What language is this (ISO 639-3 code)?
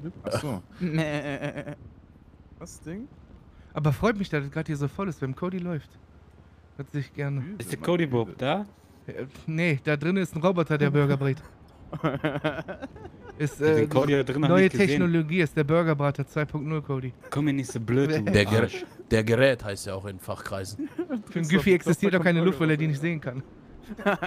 deu